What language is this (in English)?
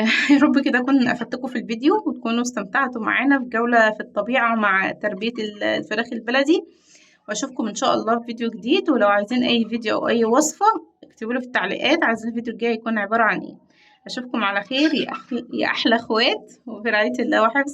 Egyptian Arabic